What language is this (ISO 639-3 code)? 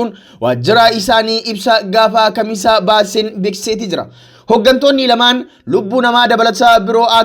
orm